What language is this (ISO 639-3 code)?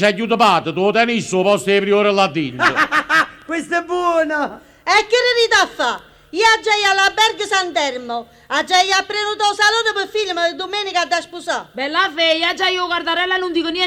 nap